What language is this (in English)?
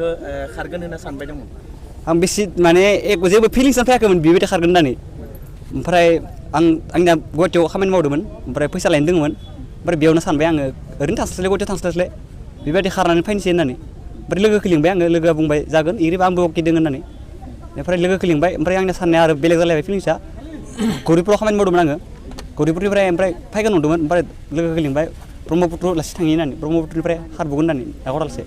Bodo